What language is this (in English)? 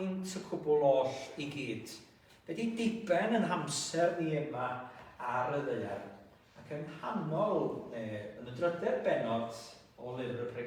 Welsh